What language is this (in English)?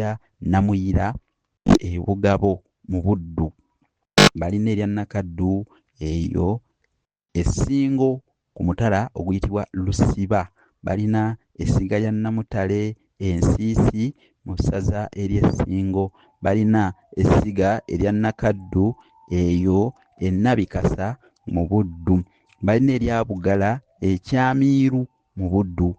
Ganda